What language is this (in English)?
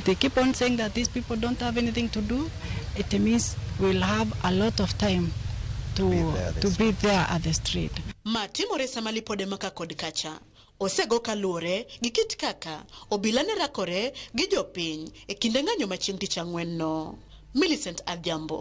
Luo (Kenya and Tanzania)